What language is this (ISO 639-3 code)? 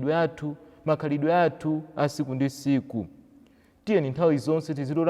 nya